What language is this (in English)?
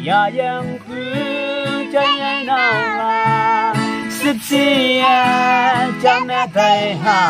Naga Pidgin